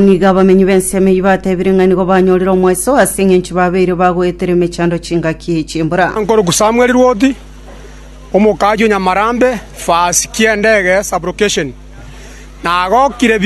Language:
Gusii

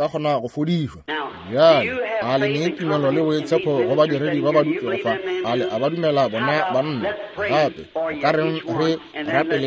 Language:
Northern Sotho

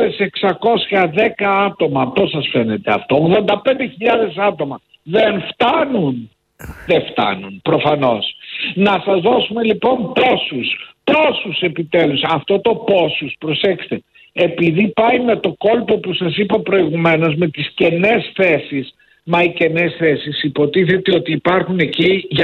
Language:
Greek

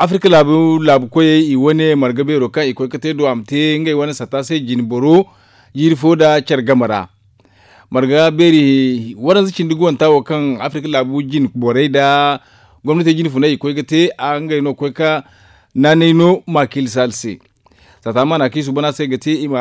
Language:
Zarma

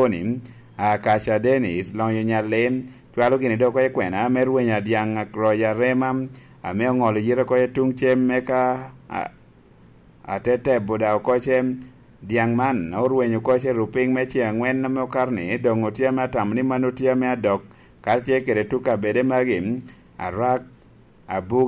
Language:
Lango (Uganda)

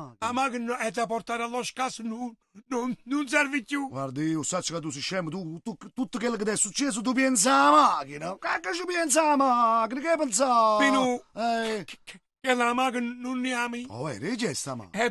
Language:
Neapolitan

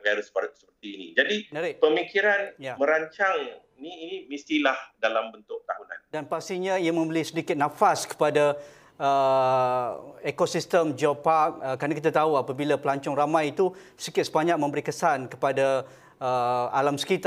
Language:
Malay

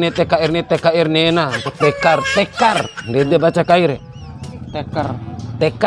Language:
Bima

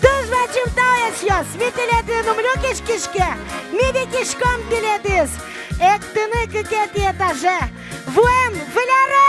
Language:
Udmurt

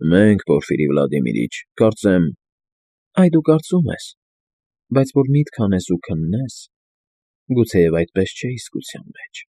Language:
Armenian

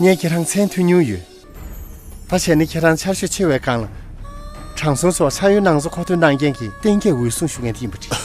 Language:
Tibetan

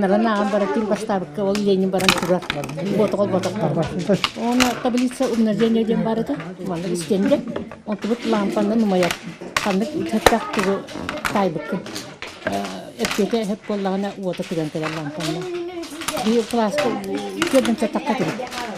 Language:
Yakut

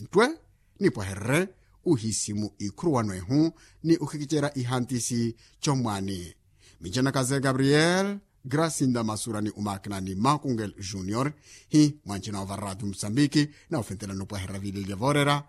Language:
Makhuwa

